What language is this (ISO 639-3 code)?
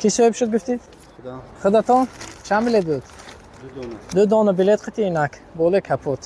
tgk